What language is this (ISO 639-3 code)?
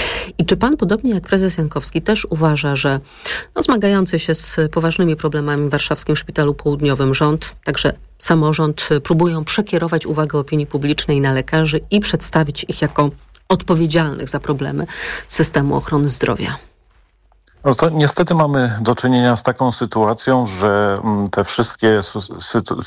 pol